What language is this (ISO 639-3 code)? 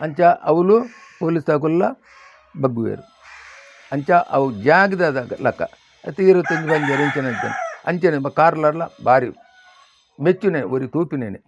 tcy